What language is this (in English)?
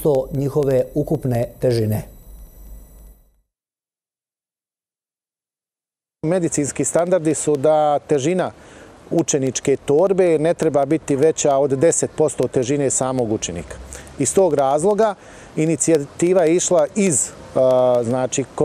Bosnian